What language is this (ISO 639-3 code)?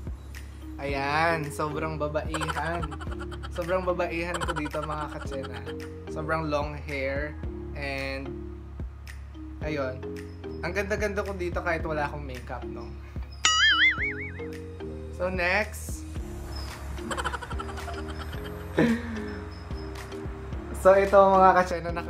fil